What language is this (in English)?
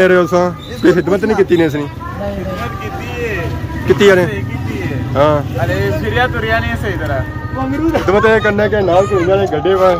Pahari-Potwari